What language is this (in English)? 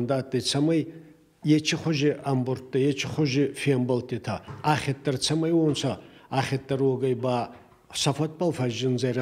Ossetic